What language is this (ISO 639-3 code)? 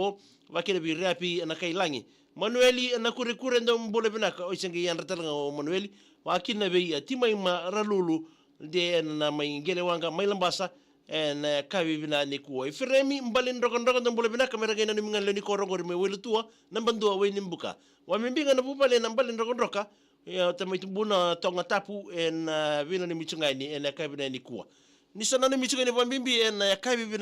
fij